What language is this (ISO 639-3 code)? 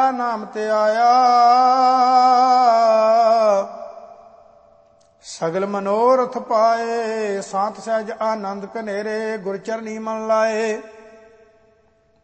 pan